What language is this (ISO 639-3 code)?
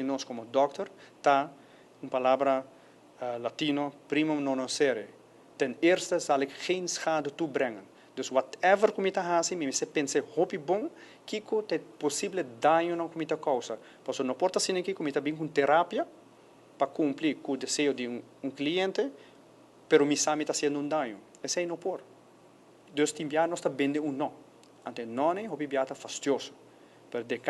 pap